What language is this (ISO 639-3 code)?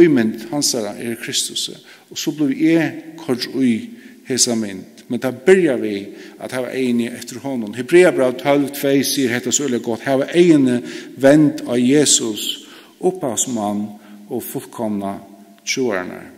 fao